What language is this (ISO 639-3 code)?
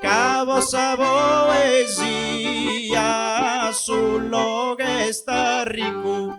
srd